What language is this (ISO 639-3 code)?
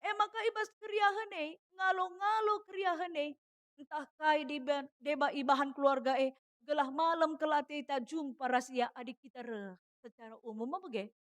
btx